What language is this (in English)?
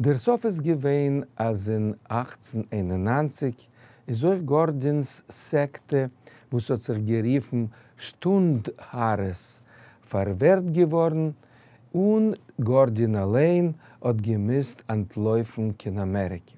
Yiddish